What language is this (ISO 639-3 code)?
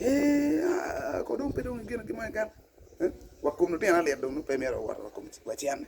ach